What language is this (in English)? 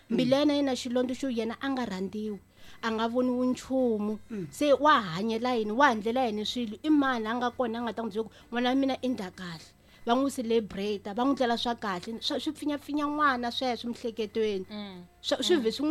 Tsonga